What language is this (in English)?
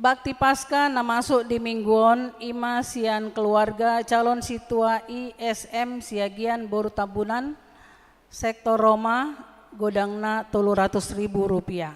Batak Toba